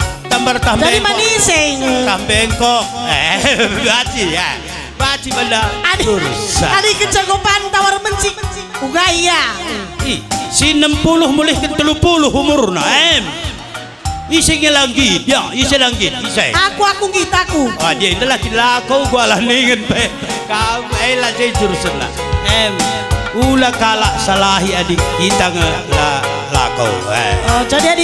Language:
Batak Karo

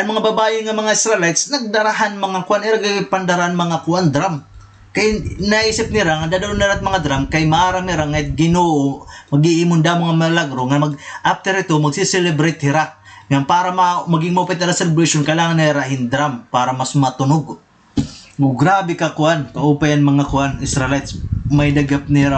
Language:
Waray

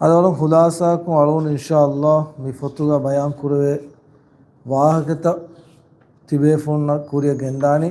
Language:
Divehi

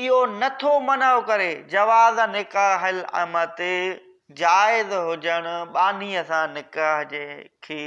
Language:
Sindhi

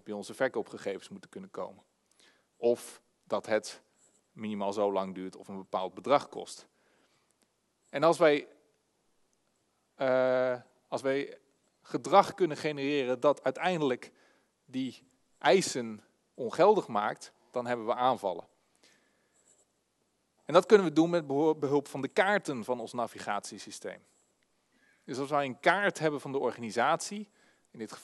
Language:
Dutch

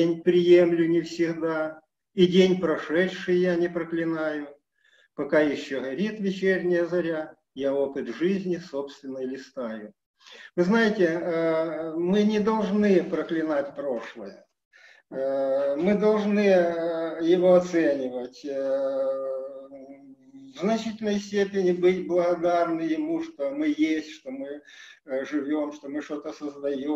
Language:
Russian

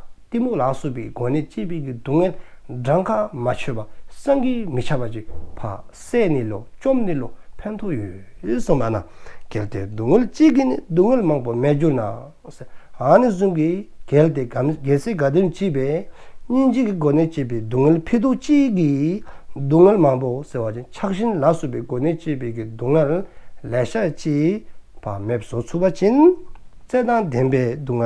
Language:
Dzongkha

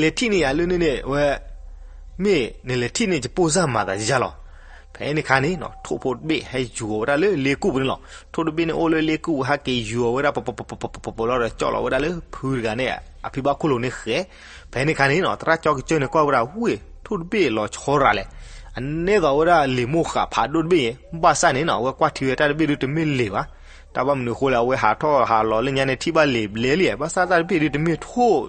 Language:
S'gaw Karen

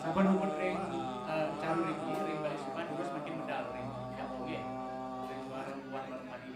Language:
Balinese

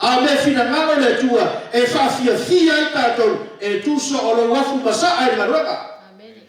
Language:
Samoan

